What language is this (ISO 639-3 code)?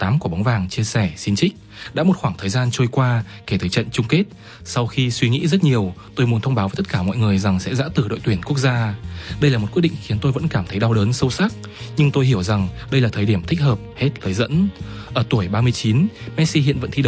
vie